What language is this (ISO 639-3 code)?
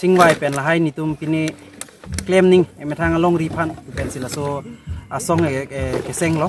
mjw